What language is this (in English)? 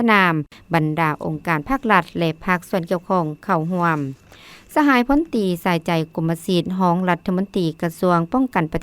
Lao